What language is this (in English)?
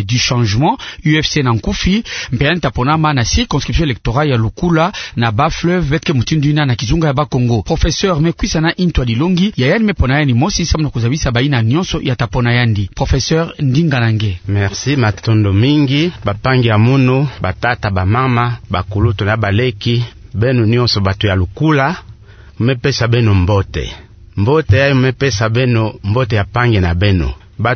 Kituba (Democratic Republic of Congo)